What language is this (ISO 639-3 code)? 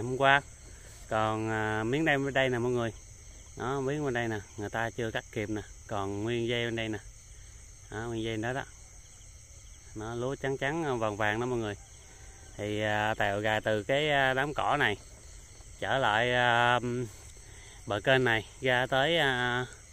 vie